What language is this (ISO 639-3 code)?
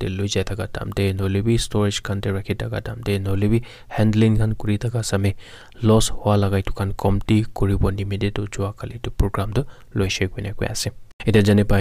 nag